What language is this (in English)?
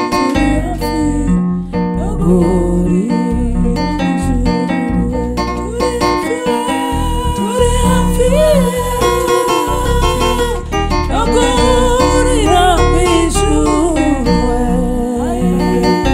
Swahili